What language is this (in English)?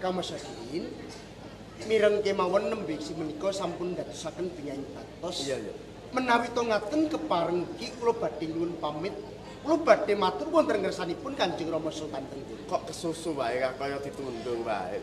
Javanese